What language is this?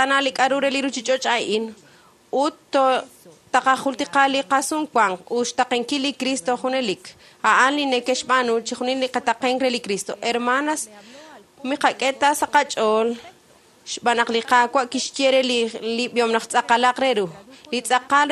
Kekchí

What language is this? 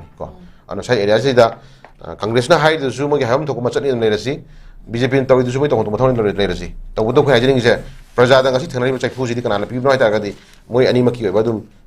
Manipuri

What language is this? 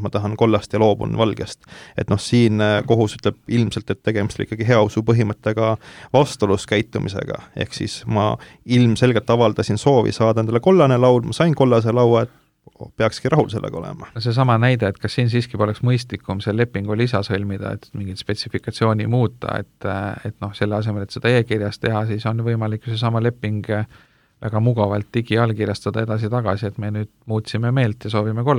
Estonian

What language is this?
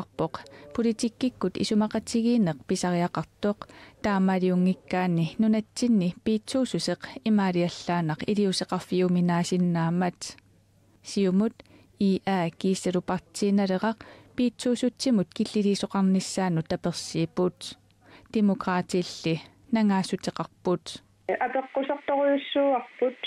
Kalaallisut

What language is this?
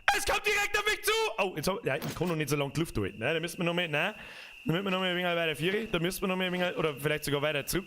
Bavarian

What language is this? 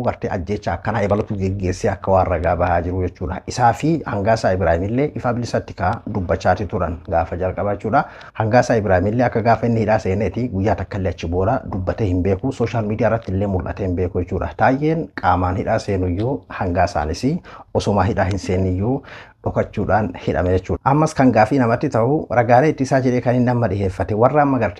Oromo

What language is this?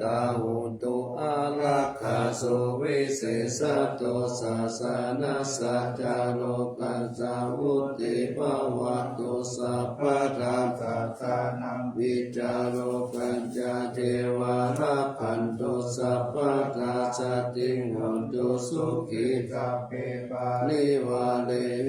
Pali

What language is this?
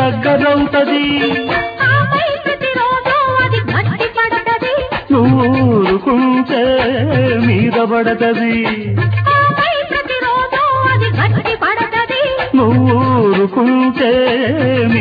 Telugu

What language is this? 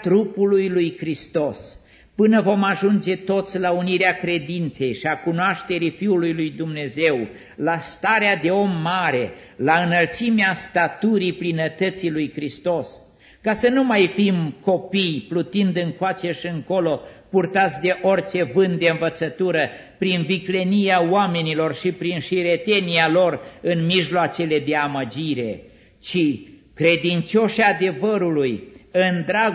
Romanian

